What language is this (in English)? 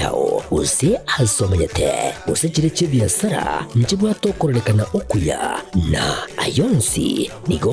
Gusii